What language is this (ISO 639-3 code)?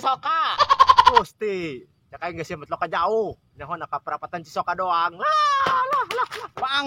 sun